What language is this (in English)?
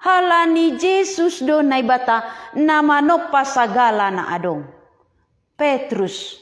Batak Simalungun